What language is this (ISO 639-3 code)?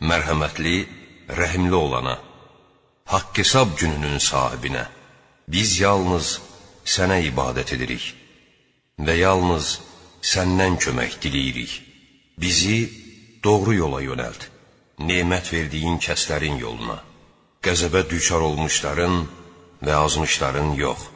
aze